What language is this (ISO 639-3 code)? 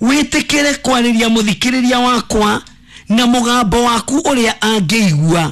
kik